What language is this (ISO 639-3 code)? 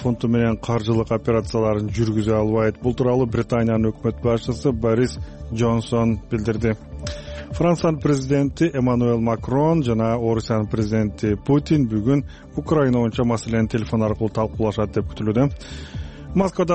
kir